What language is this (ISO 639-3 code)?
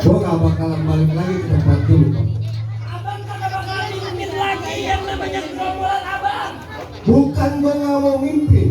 bew